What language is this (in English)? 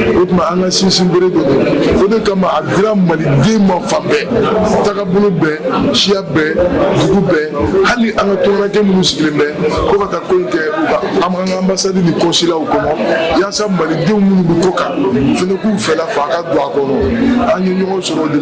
Bambara